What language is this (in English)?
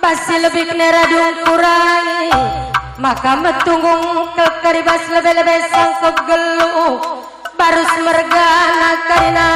Batak Karo